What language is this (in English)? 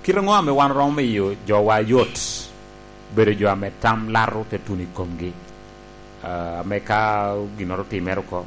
Lango (Uganda)